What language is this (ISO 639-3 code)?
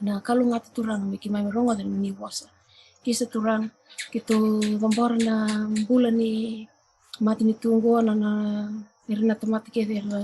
fij